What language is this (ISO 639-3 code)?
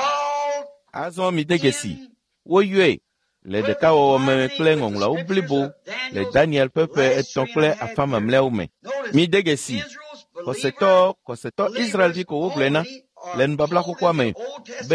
ewe